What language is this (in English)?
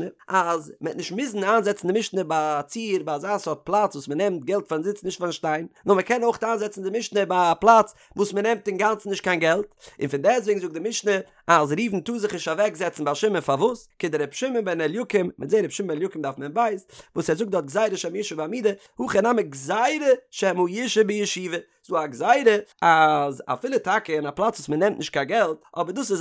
Yiddish